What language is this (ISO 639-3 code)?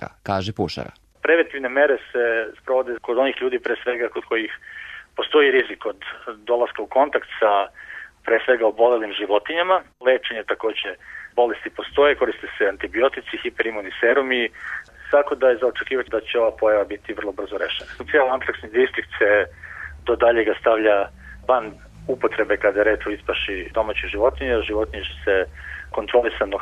srp